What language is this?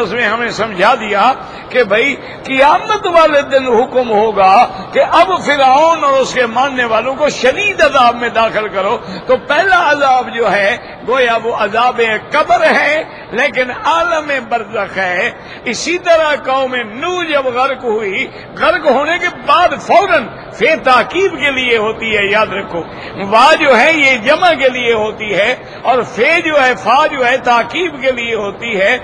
Urdu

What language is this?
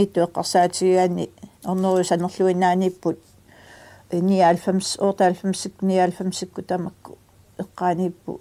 Kalaallisut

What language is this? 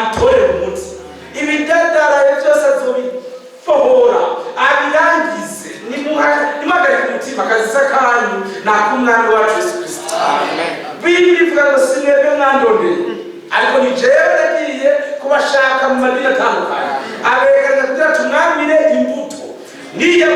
Rundi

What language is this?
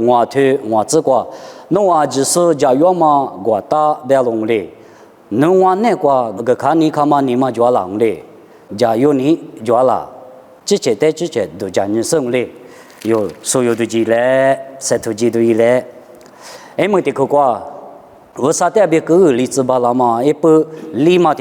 Lisu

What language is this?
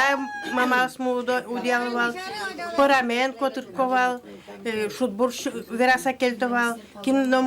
Udmurt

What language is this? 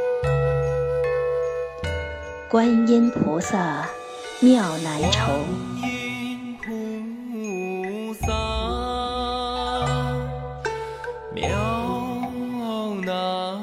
Chinese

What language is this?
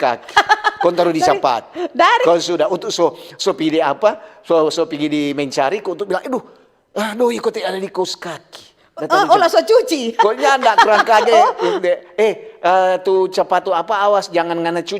Manado Malay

